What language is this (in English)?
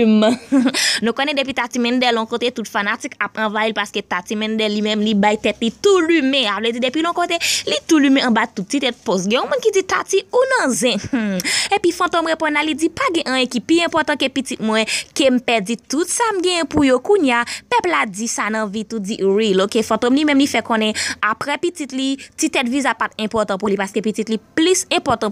Haitian Creole